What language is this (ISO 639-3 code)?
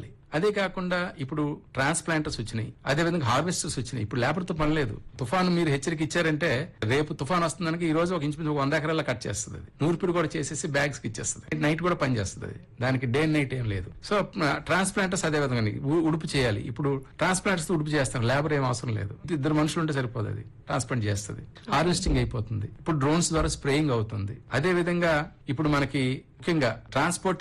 tel